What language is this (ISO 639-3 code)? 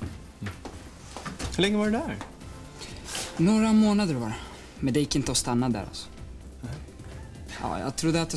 swe